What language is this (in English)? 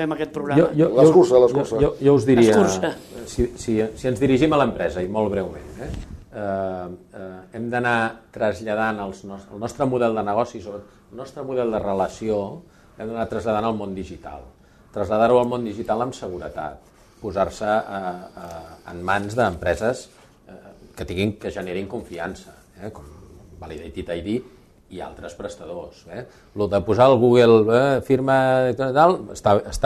Catalan